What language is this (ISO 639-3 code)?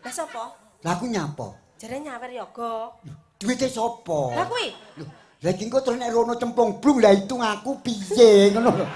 jav